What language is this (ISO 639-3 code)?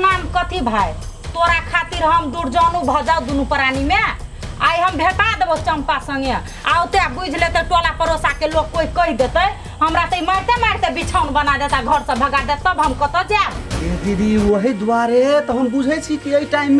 mai